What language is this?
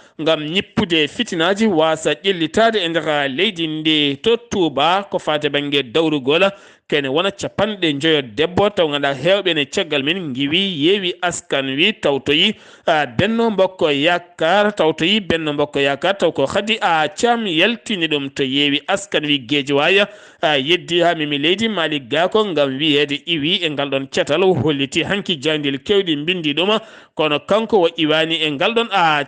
Fula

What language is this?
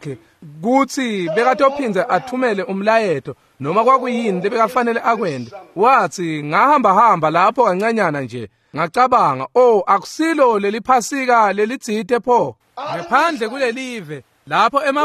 Swati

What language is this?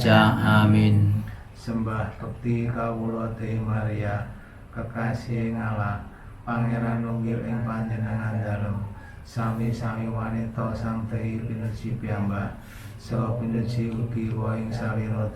Javanese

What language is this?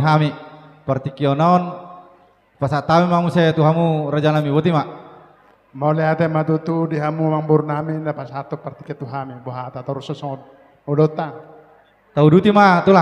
Batak Toba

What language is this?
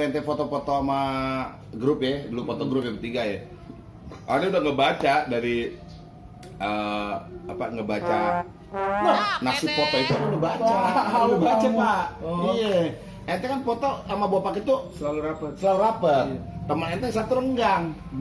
Betawi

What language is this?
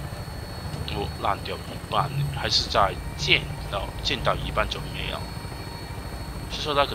Chinese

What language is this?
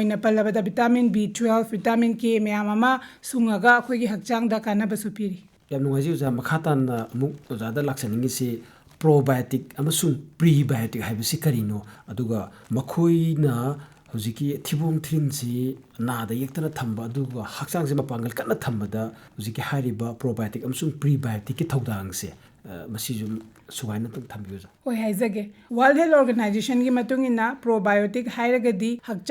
Manipuri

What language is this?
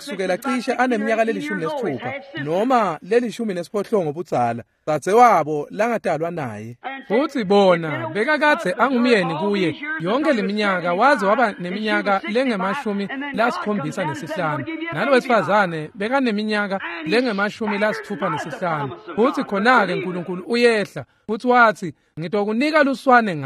Swati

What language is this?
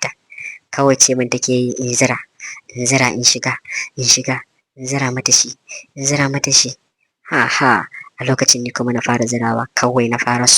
Hausa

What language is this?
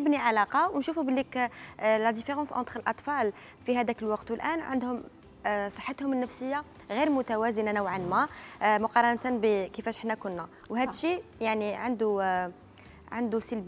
Algerian Arabic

